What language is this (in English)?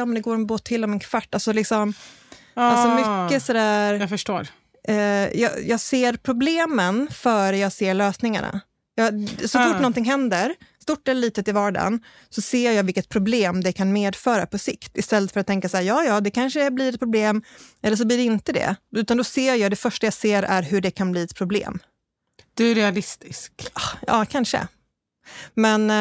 Swedish